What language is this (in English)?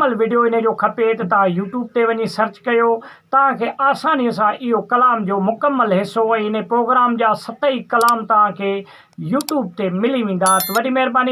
Sindhi